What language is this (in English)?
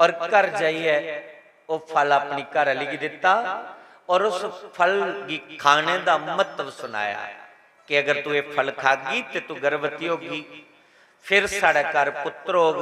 Dogri